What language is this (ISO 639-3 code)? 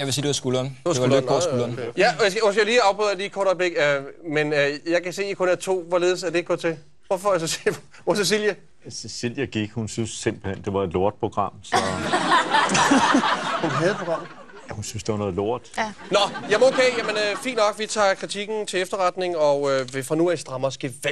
dan